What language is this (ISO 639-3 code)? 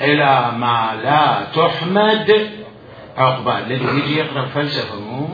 acm